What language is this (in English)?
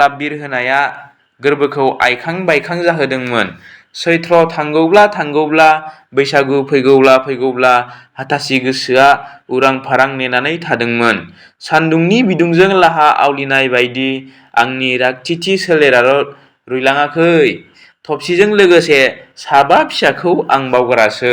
Bodo